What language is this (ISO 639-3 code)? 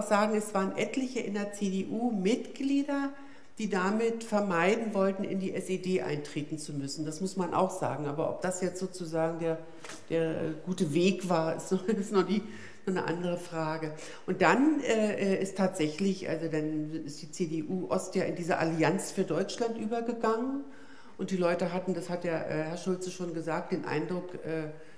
deu